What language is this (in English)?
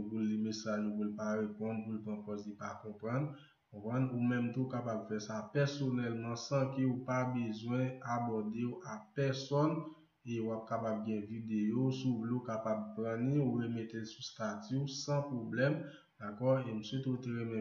Haitian Creole